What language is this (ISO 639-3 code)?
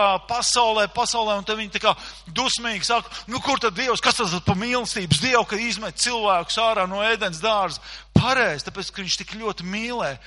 lav